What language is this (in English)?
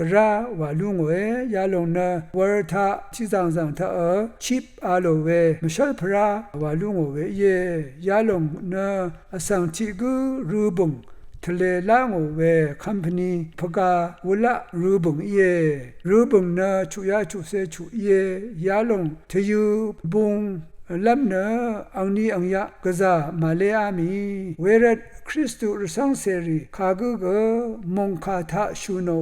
Rawang